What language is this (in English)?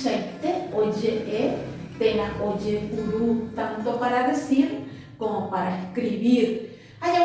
Guarani